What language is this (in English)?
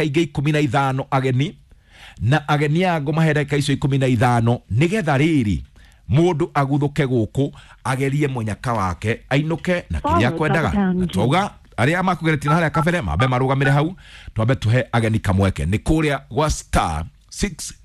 Kikuyu